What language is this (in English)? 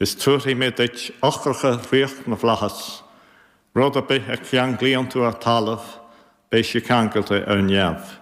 Irish